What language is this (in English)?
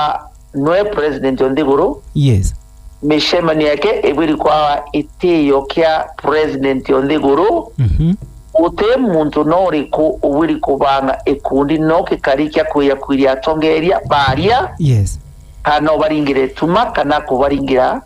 Meru